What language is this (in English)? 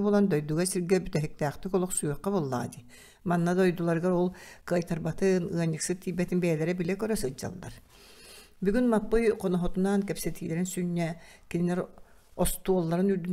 Yakut